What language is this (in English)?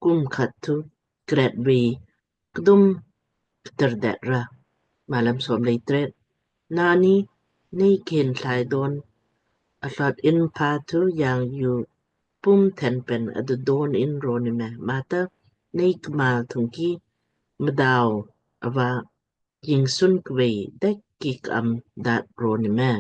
Lamkang